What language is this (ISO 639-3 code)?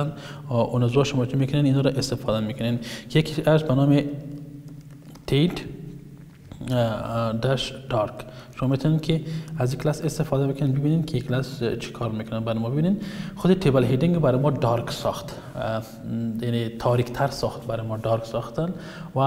fas